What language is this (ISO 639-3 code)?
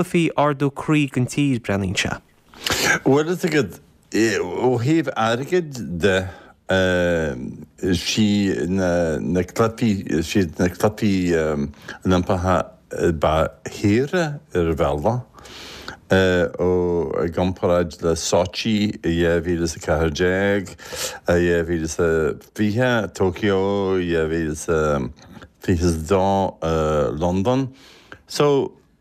gle